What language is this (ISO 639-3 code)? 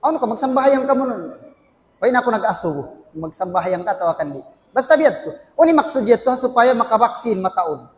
tsg